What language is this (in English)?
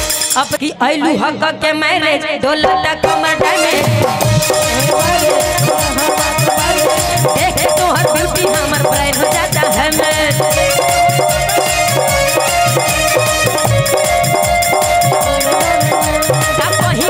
Bhojpuri